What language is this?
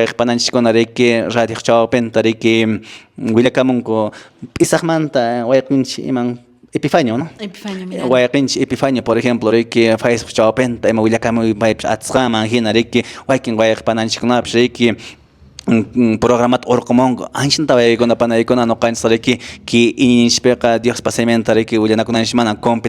Quechua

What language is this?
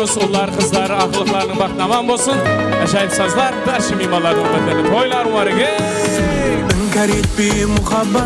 Kara-Kalpak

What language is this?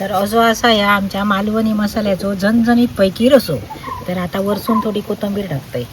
Konkani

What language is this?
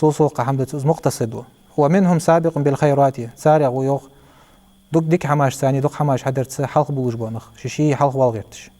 Ingush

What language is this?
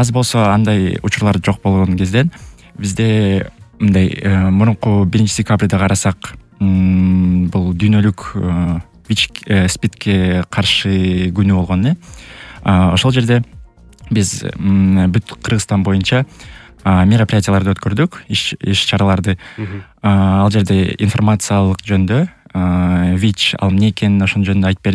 Kyrgyz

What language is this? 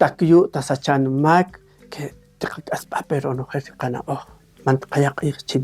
Kaqchikel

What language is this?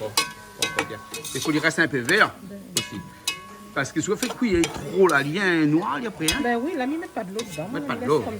Réunion Creole French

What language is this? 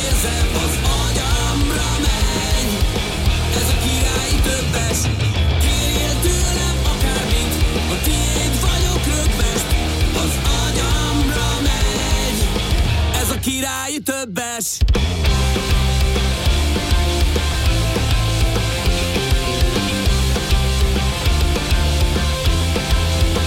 Hungarian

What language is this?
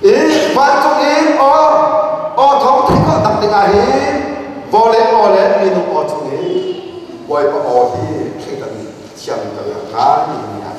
Hakha Chin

